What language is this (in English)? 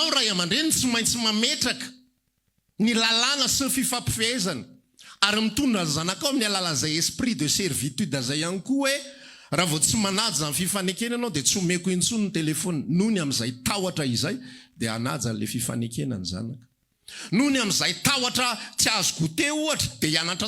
Malagasy